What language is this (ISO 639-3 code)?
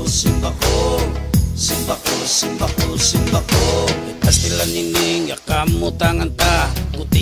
war